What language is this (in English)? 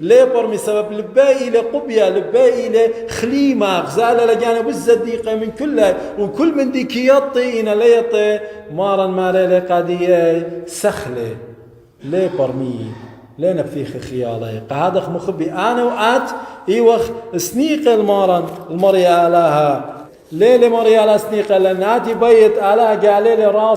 Assyrian Neo-Aramaic